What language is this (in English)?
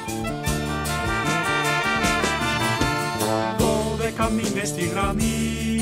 Greek